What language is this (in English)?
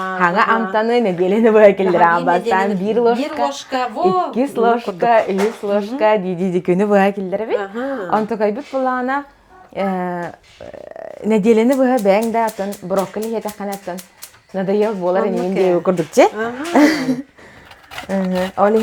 Yakut